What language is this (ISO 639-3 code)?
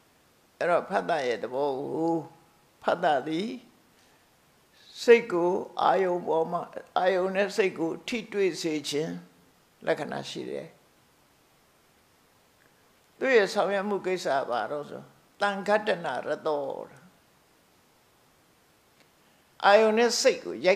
mya